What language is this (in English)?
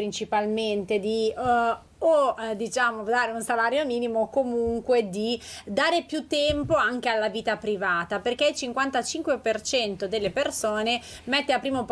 Italian